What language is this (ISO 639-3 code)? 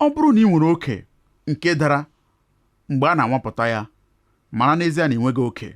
ibo